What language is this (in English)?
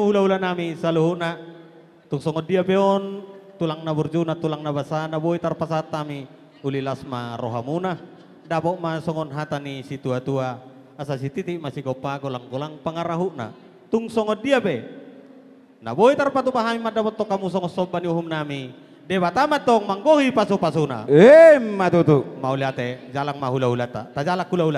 Batak Toba